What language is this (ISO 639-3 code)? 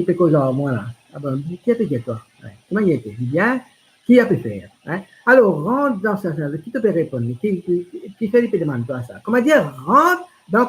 mfe